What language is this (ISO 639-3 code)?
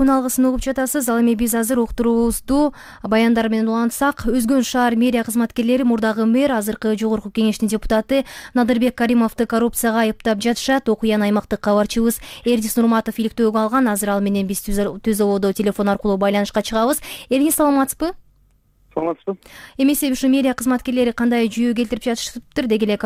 kir